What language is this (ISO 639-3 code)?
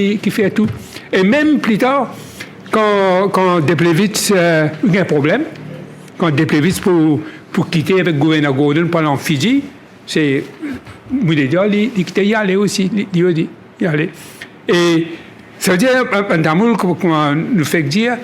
mfe